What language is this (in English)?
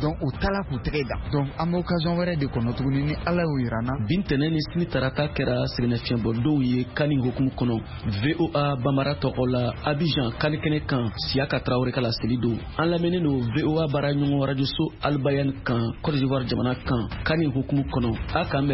Bambara